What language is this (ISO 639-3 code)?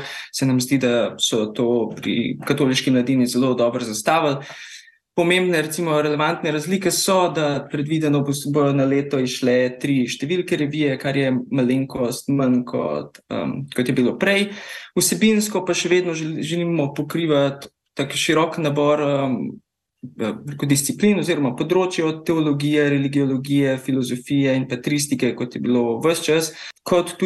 slv